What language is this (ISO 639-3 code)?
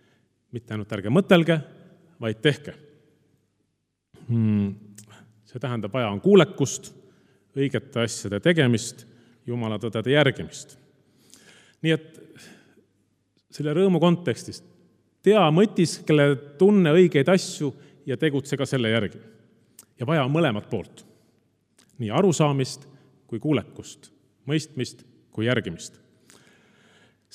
est